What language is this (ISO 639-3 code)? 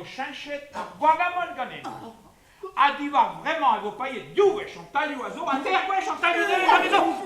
bre